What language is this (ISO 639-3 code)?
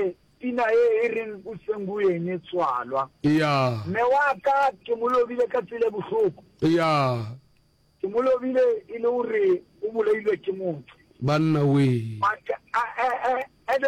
nso